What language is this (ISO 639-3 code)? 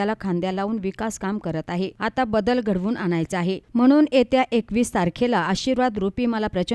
mar